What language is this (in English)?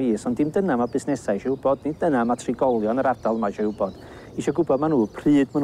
Welsh